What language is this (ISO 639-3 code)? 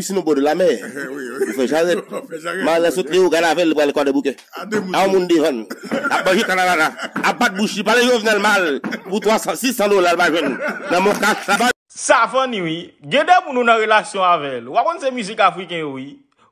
hat